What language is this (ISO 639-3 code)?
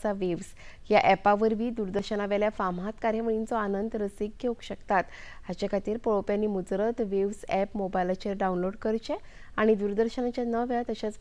kok